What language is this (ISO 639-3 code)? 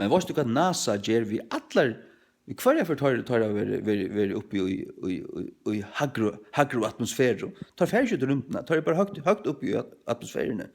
fao